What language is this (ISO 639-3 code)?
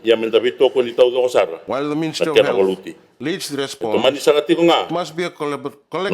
fij